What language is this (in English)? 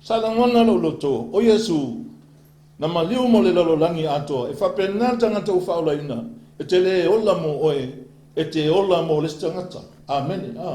Samoan